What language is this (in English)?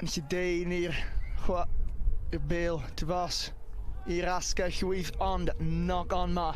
Welsh